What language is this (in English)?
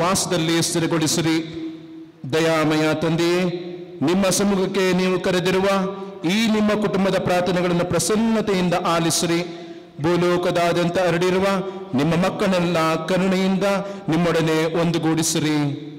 Kannada